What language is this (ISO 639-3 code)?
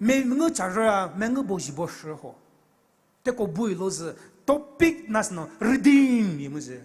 pmx